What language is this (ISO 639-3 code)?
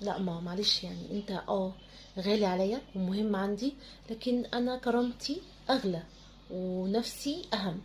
arz